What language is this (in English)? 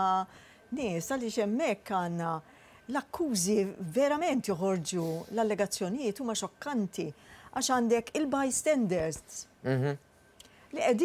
Maltese